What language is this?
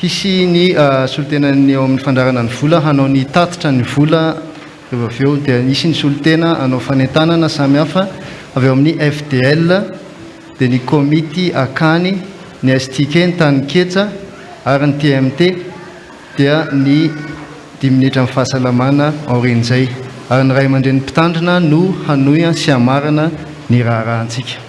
Malagasy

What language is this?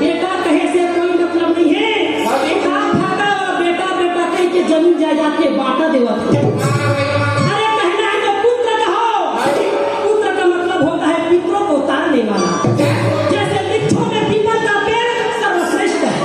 Chhattisgarhi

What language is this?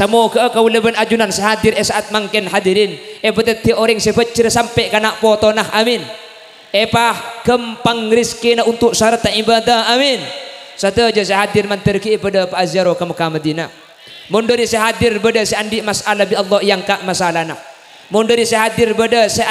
Madurese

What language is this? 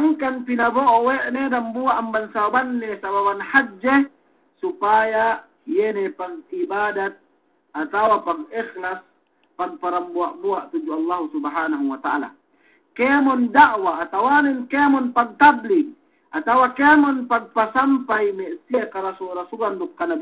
Yakan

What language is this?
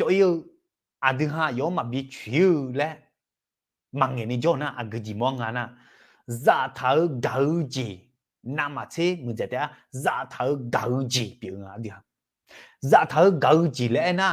Akha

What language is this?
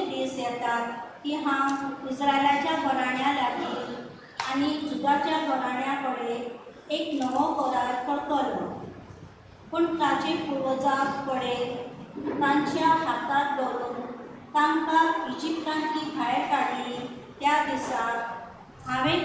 Konkani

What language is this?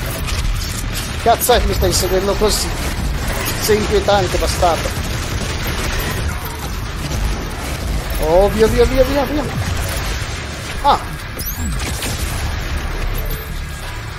Italian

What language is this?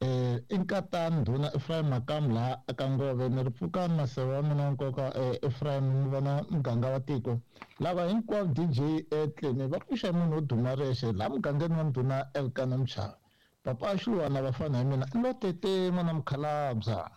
Tsonga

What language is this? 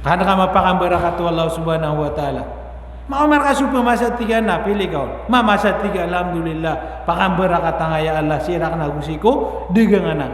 Maranao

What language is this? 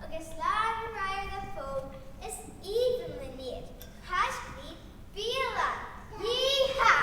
Irish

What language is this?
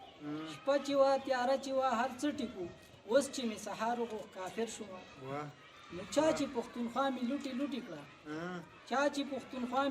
Pashto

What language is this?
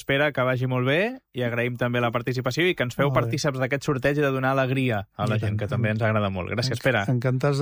Catalan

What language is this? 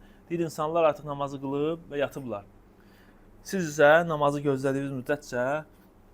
Azerbaijani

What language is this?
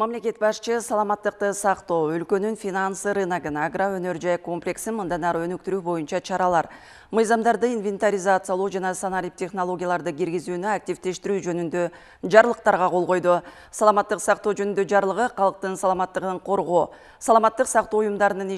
Kyrgyz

